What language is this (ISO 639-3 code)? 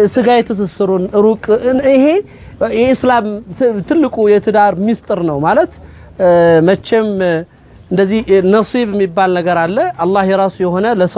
amh